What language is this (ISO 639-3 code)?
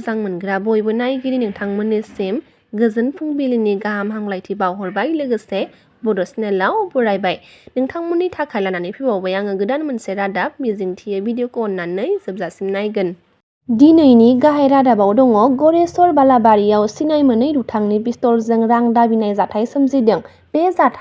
brx